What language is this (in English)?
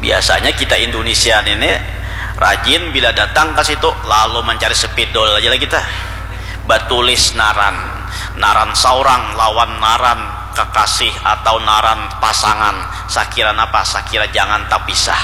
Banjar